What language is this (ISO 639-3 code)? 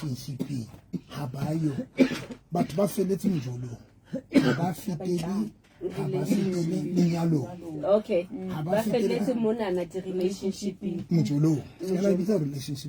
sot